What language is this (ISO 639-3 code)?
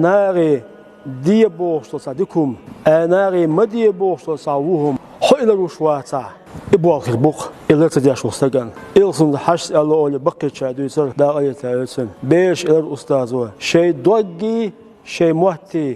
che